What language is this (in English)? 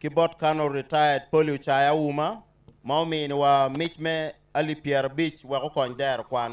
Acoli